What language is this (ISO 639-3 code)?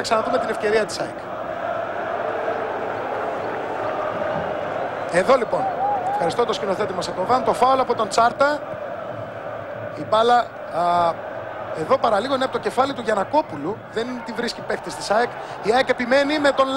ell